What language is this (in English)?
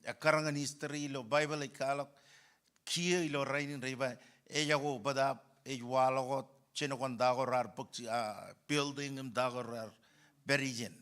Marshallese